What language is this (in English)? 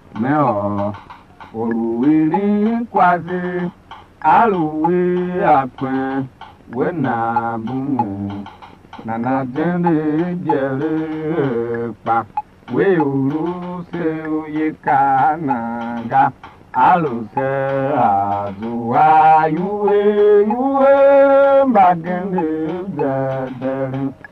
Tiv